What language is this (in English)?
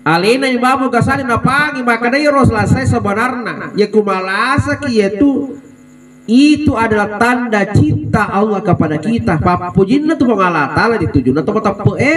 Buginese